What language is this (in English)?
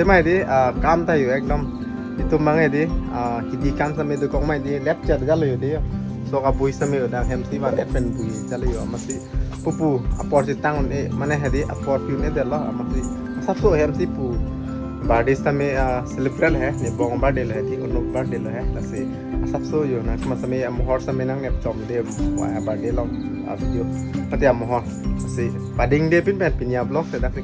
Karbi